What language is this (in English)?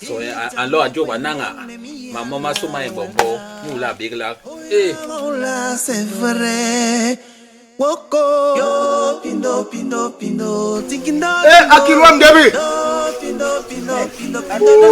Basaa